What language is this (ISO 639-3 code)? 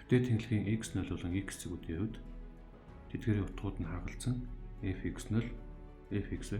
mon